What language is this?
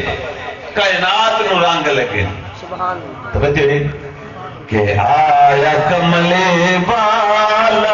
Saraiki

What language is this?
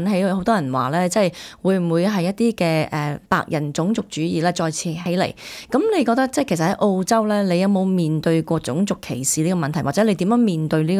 Cantonese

